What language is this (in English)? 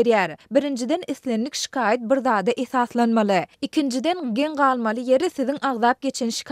Turkmen